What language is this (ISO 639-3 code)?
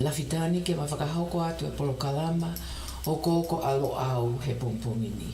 ton